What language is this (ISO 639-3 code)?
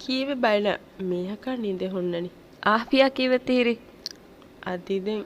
div